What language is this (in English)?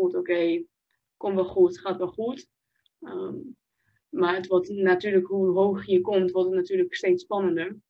Dutch